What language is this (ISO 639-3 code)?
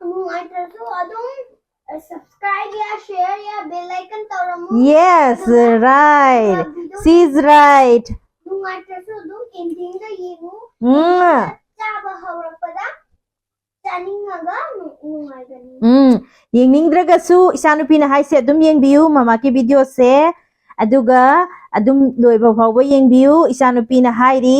mni